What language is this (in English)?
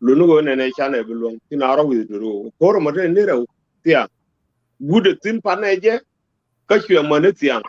Nuer